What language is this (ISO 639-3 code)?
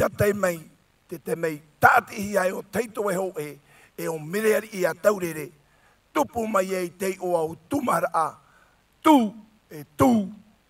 tah